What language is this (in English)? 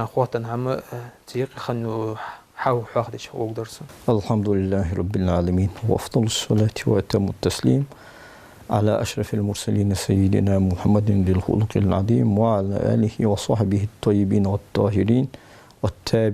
Ingush